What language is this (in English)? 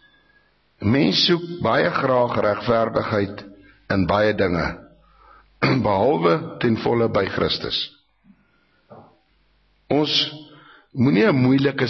Afrikaans